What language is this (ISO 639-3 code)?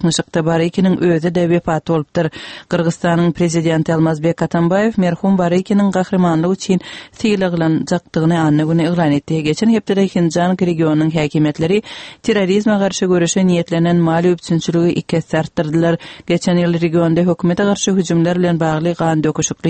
tuk